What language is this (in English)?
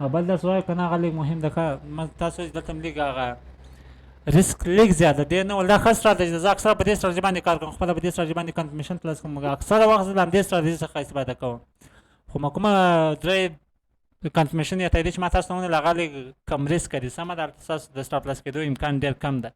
Pashto